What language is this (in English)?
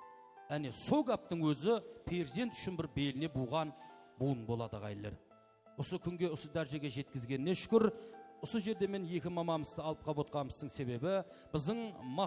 Kara-Kalpak